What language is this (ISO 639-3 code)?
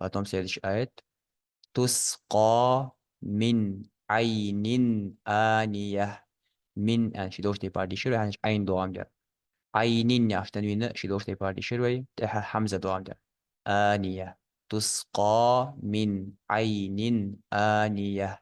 inh